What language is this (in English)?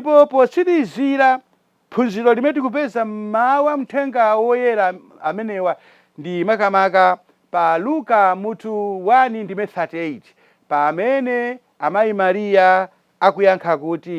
Nyanja